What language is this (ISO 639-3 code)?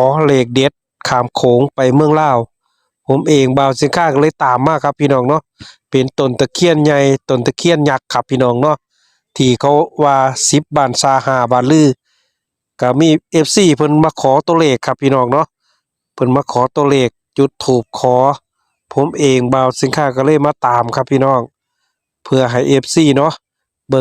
lao